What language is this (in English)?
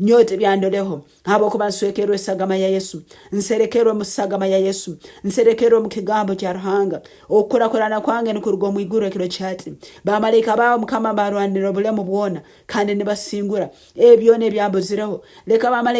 Nyankole